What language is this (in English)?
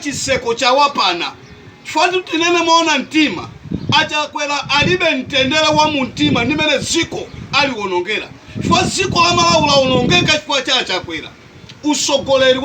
Nyanja